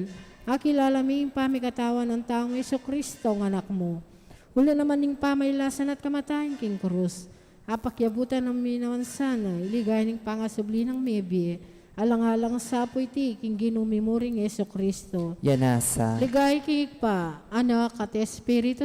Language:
Pampanga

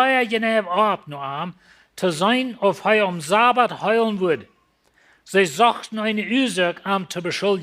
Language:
Plautdietsch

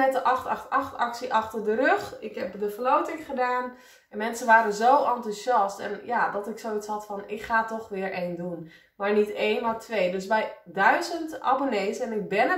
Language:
Dutch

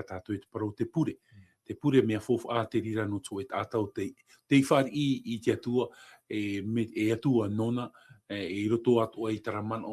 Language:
Tahitian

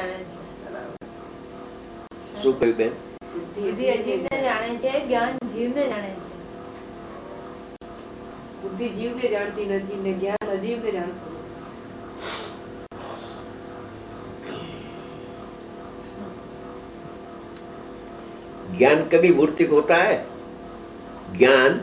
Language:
Gujarati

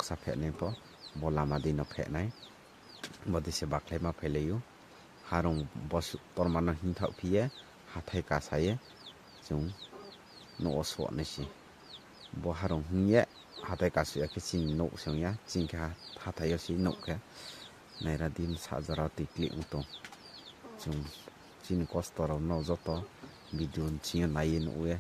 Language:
Riang (India)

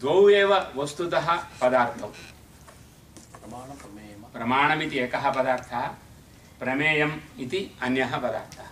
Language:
Sanskrit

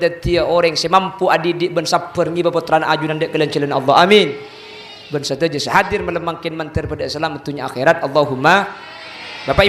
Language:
Madurese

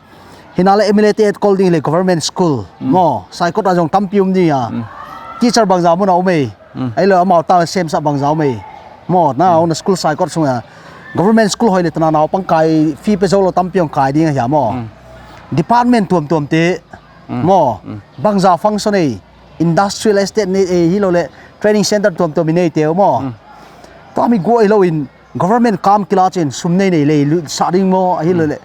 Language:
Paite Chin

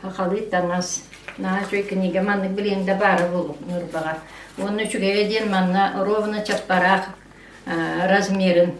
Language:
Yakut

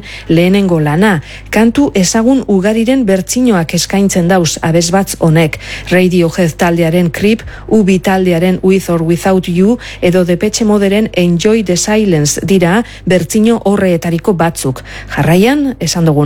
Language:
Basque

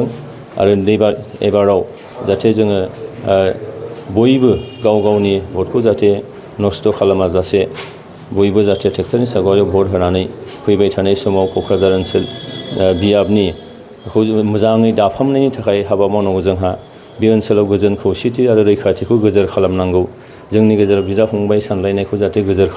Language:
Bodo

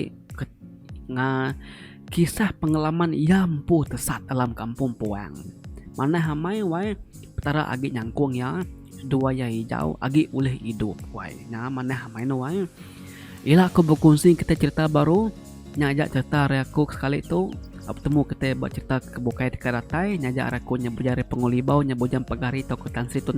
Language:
Iban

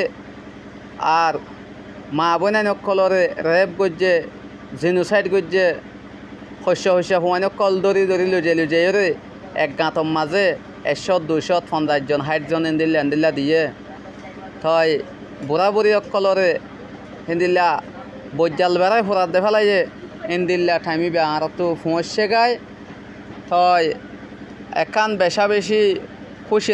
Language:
Rohingya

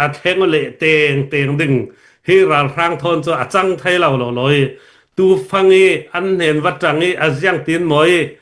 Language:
Falam Chin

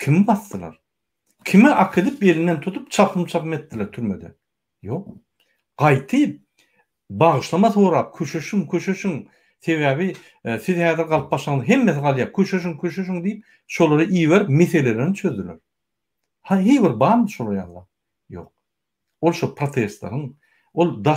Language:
Turkmen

